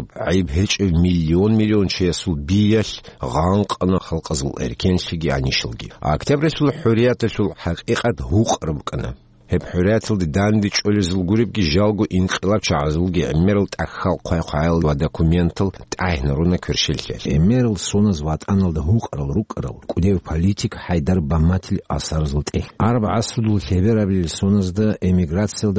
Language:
Avaric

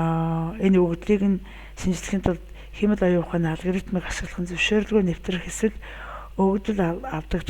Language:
Mongolian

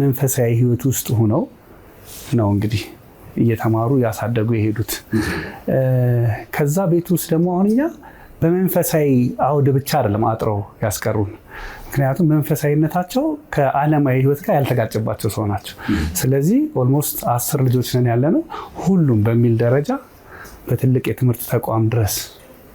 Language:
Amharic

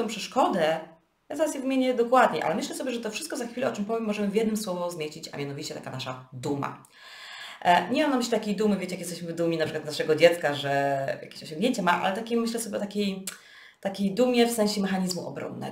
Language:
Polish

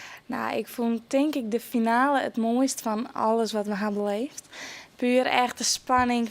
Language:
Western Frisian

